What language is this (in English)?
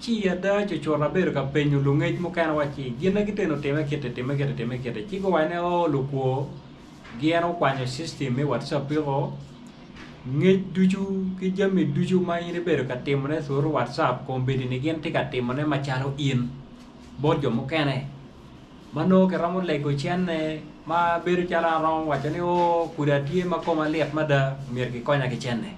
Acoli